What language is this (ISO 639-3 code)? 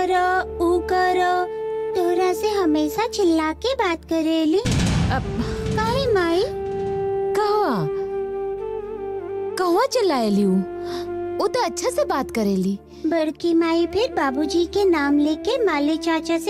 bho